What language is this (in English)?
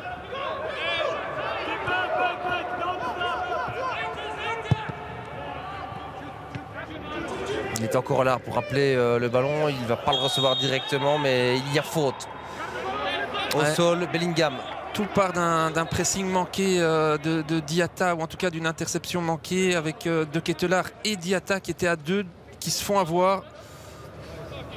French